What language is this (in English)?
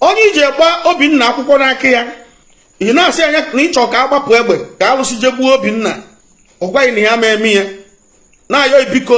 Igbo